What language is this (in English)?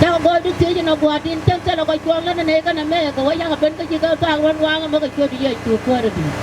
Nuer